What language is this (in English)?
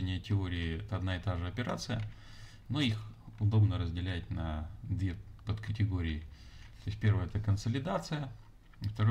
Russian